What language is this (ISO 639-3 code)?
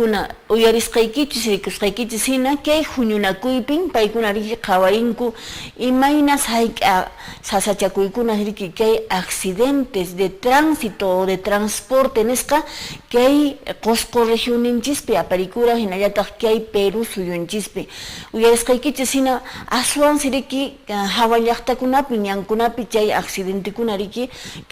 que